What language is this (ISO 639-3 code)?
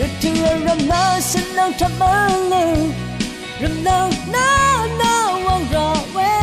raw